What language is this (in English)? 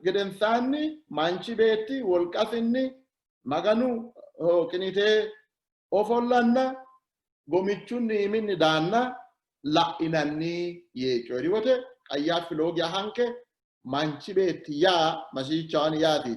Sidamo